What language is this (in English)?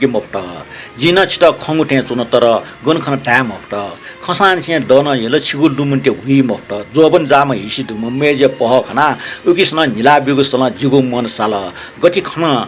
Newari